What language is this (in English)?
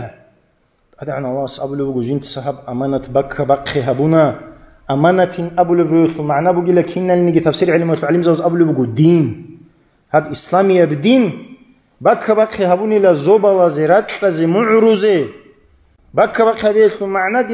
Avaric